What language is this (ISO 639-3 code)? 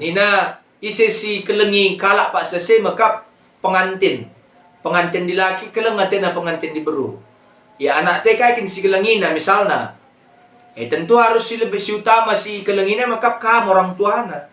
btx